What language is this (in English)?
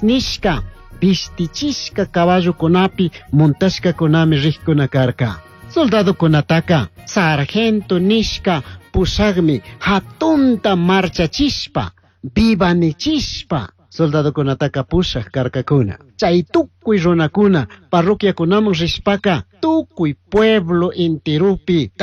Chimborazo Highland Quichua